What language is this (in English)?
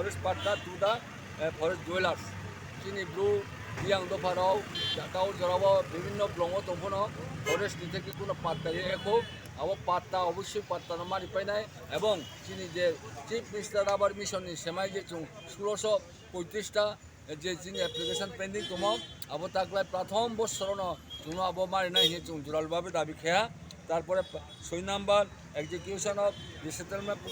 Riang (India)